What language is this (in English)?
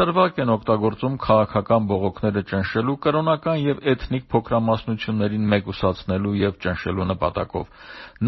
Armenian